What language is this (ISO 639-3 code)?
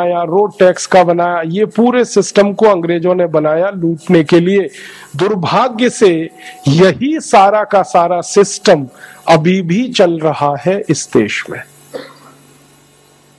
hin